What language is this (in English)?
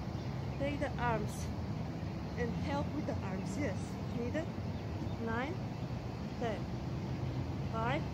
English